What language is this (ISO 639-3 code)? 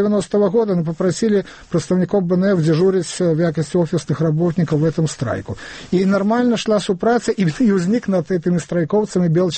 bel